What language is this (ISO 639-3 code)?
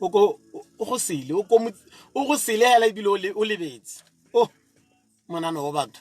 tsn